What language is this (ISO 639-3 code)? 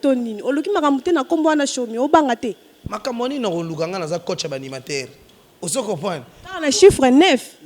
lin